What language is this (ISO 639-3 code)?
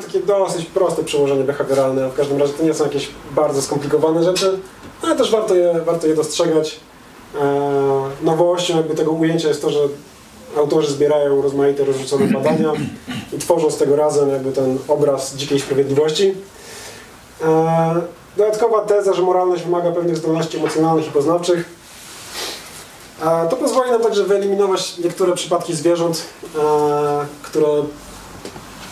pol